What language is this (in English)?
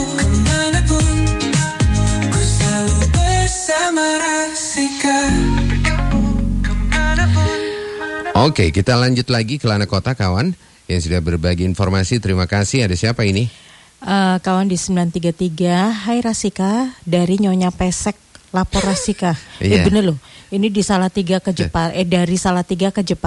Indonesian